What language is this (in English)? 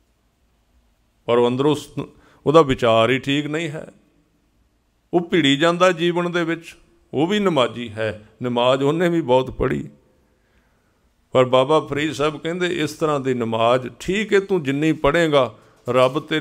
Punjabi